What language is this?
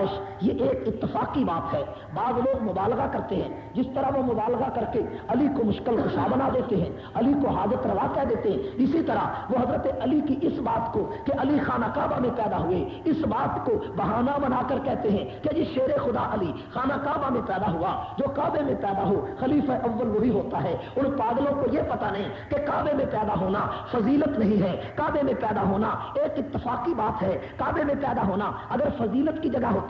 Urdu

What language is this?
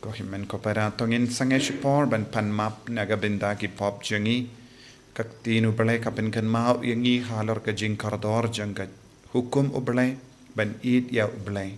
Khasi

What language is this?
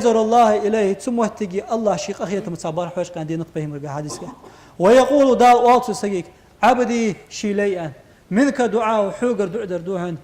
Ingush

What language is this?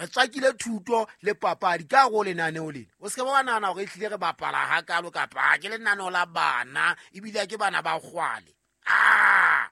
Southern Sotho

